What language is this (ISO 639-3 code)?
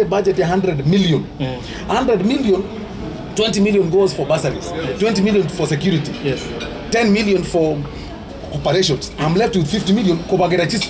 guz